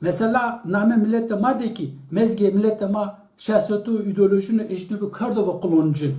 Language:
Zaza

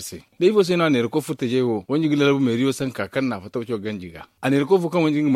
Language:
Zarma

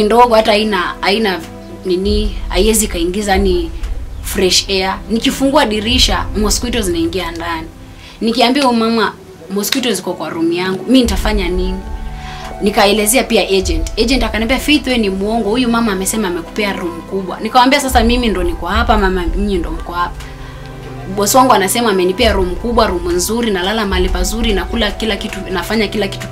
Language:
Swahili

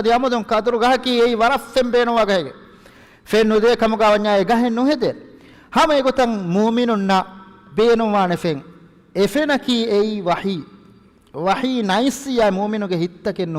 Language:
Divehi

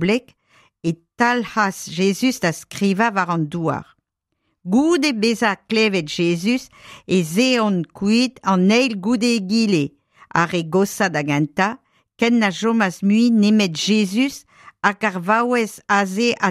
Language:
Breton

